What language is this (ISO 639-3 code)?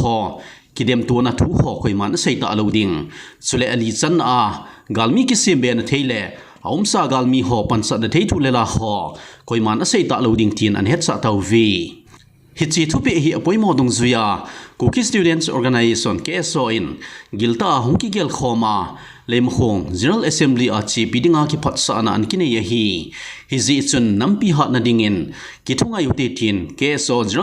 tcz